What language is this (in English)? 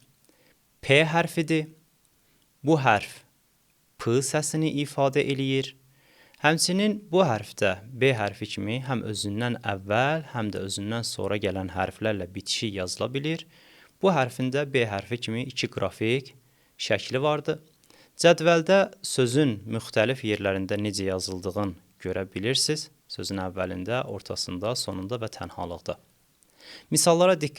Azerbaijani